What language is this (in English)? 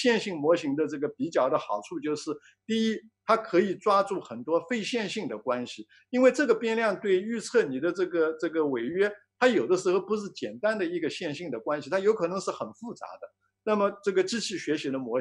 Chinese